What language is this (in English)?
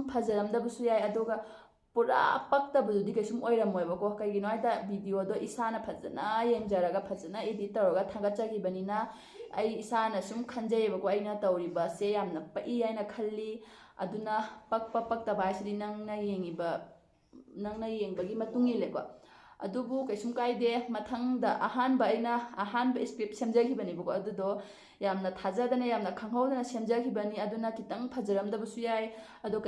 Manipuri